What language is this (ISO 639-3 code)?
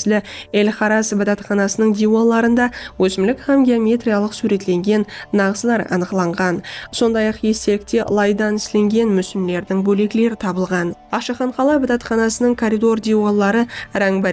kaa